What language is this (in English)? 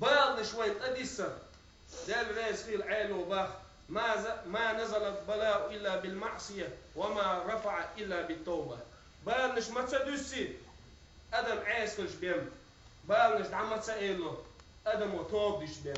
Chechen